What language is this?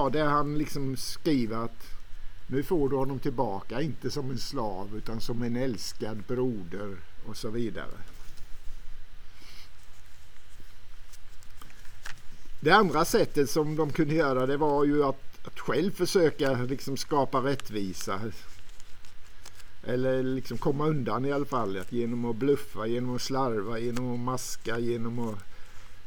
Swedish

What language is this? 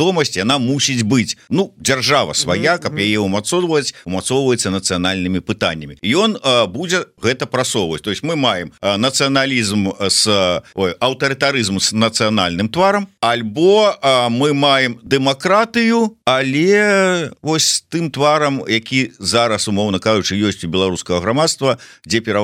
Belarusian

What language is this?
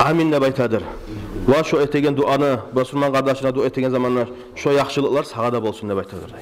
Kumyk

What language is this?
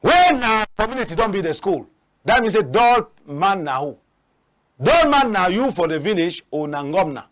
Cameroon Pidgin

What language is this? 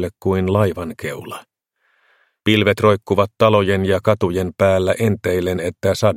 Finnish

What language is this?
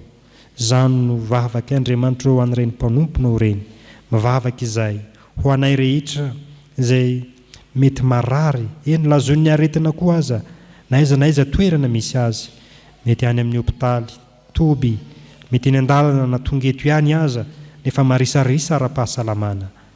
Malagasy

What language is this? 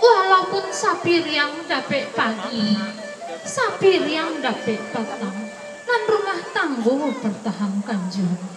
Minangkabau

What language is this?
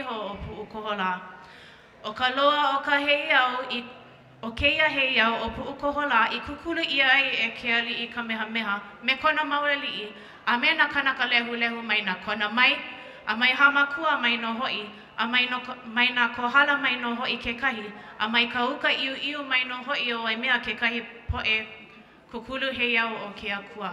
Hawaiian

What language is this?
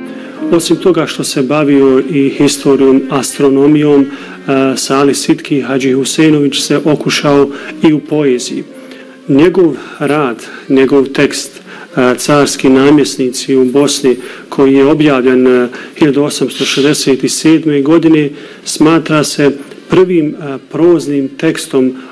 Bosnian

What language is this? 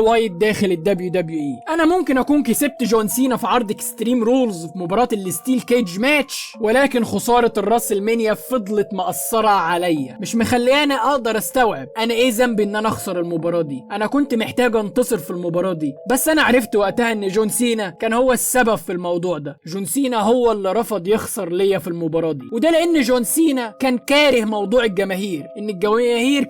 Egyptian Arabic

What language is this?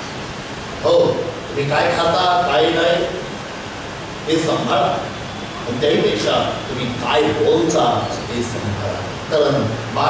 Marathi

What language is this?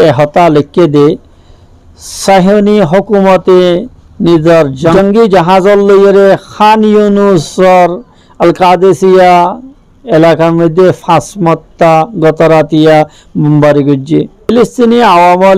Rohingya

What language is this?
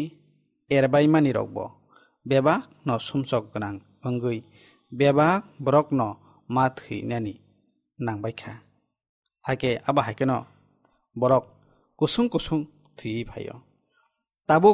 Kok Borok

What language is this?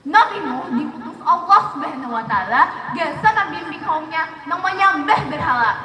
Banjar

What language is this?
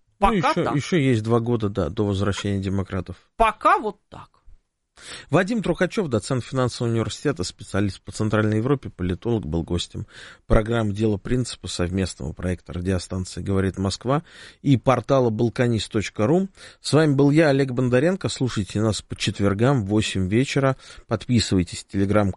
Russian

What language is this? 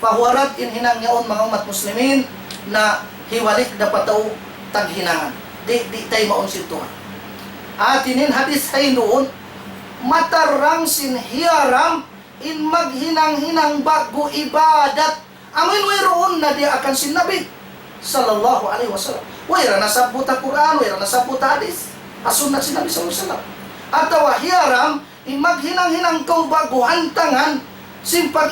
Tausug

